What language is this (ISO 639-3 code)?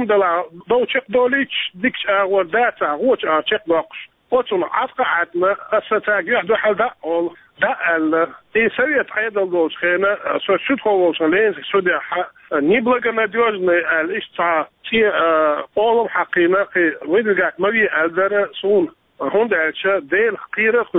che